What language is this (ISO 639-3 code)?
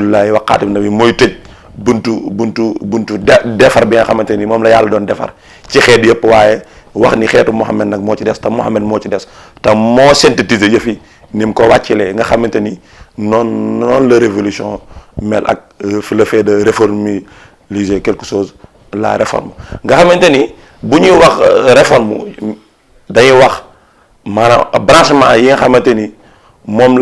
wol